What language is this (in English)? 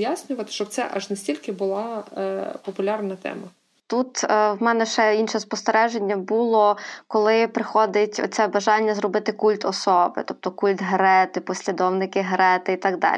Ukrainian